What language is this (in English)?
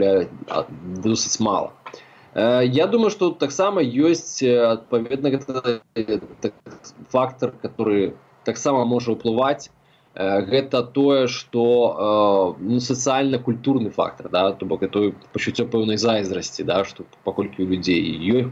Belarusian